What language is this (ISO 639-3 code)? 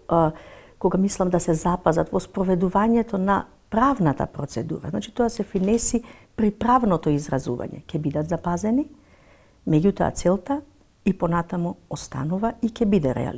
mkd